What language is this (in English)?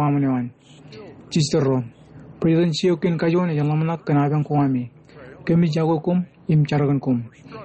Marshallese